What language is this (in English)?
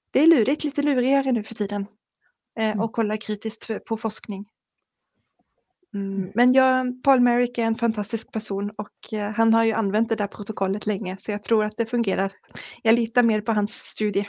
Swedish